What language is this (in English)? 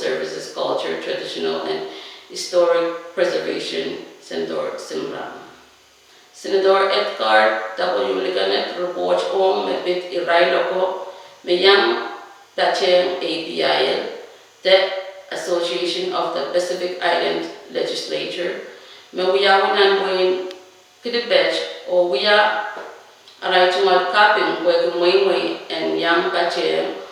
Pohnpeian